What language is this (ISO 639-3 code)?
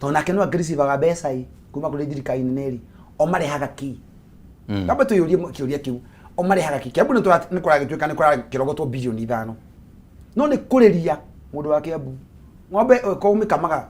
kik